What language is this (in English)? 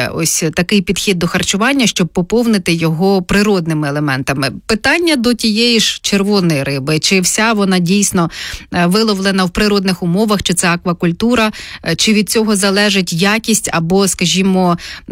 Ukrainian